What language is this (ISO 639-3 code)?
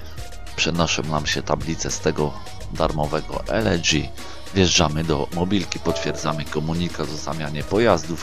pol